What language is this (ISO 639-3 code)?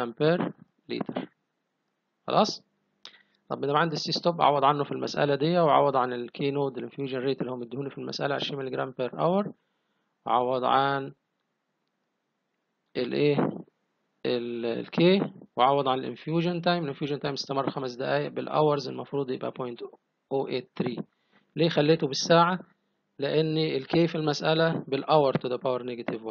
arz